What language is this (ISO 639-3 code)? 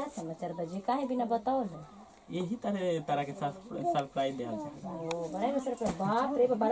bho